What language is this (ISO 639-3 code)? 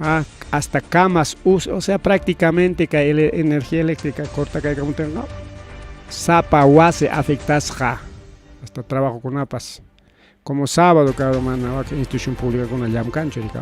quy